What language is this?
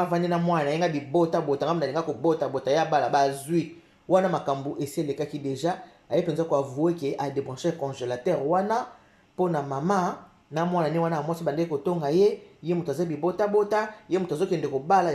Lingala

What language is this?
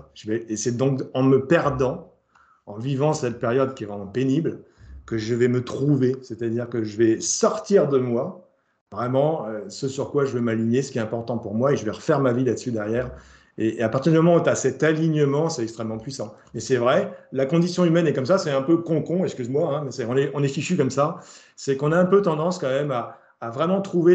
French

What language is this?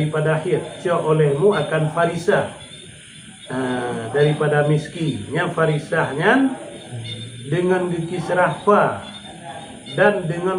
Achinese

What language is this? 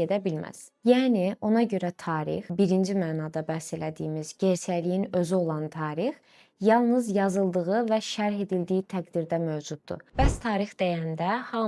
Azerbaijani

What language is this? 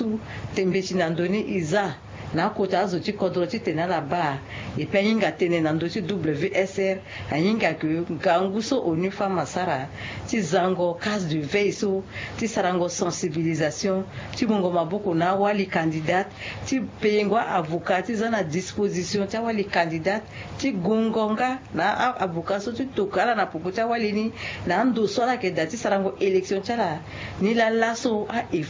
Sango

